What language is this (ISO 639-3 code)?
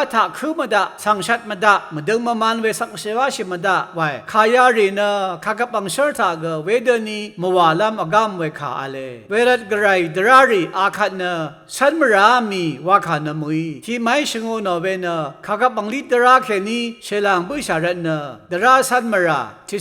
raw